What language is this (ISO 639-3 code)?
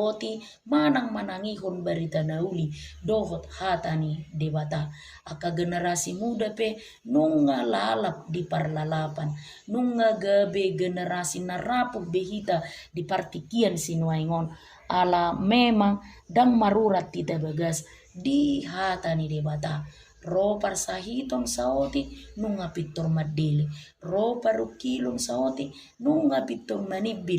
bbc